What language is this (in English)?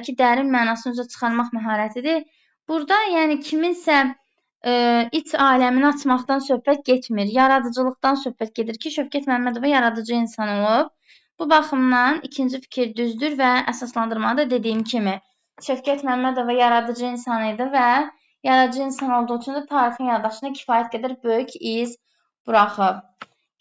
Azerbaijani